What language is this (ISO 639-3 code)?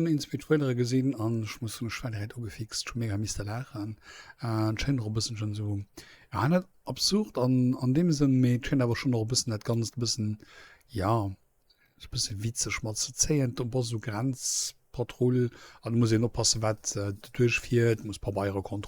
ltz